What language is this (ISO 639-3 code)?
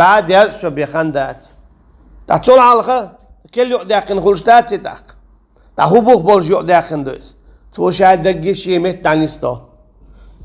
che